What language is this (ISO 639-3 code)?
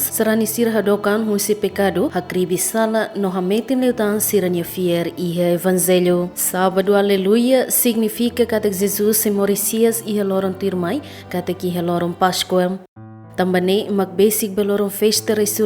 tet